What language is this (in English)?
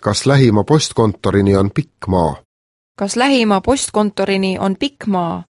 Estonian